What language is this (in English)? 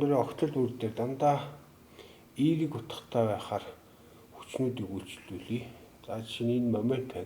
Mongolian